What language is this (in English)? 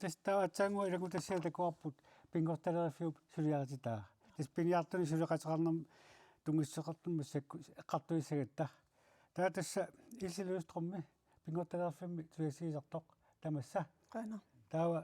Kalaallisut